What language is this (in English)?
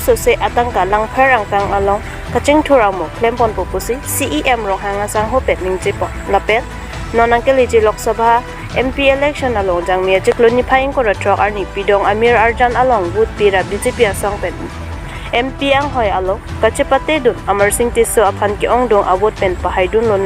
Karbi